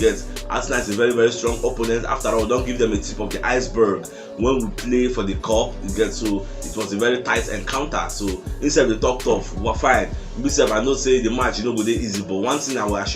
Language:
Nigerian Pidgin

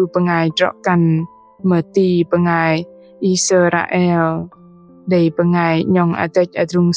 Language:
Bahnar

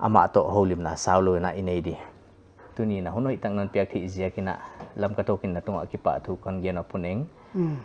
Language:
Paite Chin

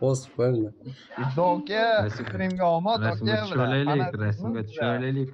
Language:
Kara-Kalpak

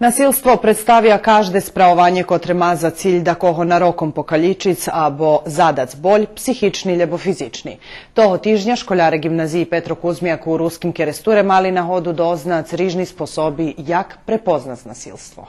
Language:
Rusyn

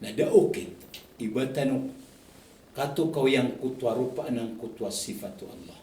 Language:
Maranao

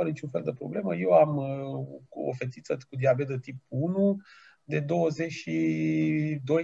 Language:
Romanian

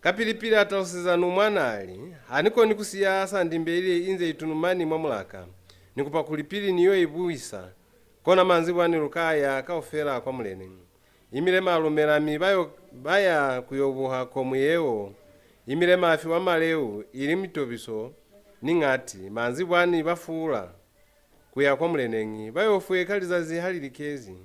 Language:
Lozi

